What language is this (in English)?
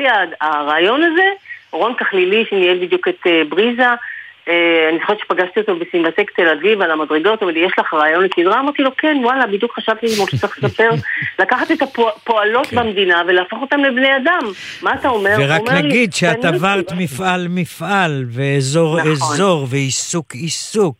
Hebrew